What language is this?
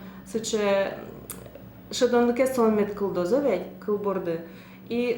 Udmurt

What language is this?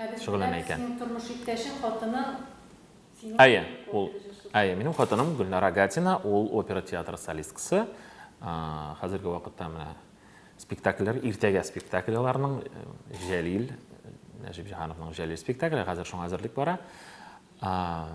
Tatar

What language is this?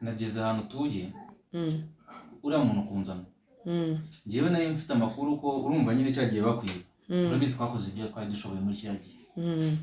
Kinyarwanda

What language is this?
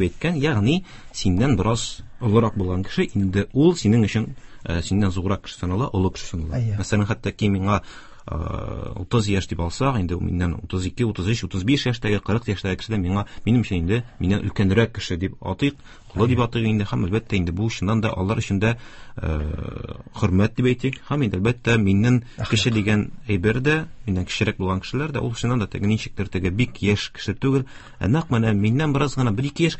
Tatar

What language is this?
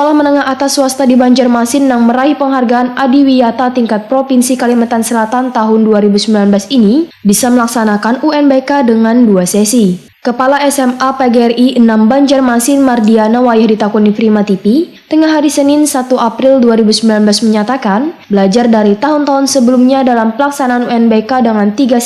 Banjar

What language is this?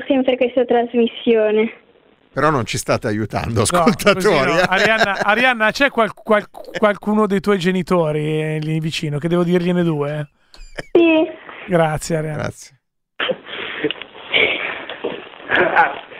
Italian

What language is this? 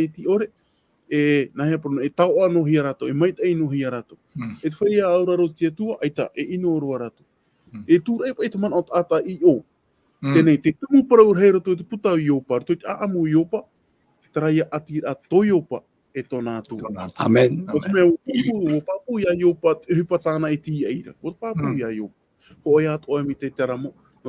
Tahitian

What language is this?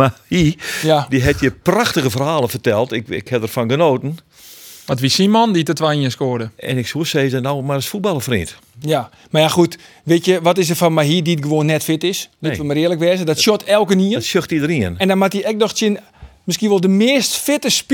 Western Frisian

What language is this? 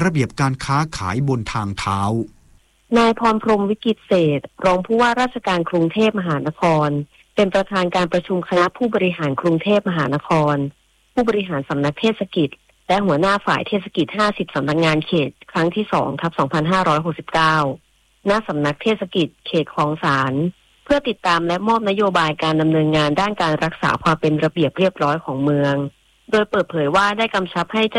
Thai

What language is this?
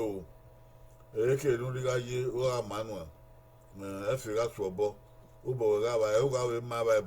Bini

